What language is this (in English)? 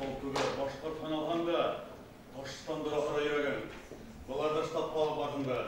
Bashkir